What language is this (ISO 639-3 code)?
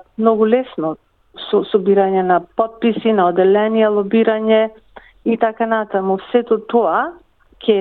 mkd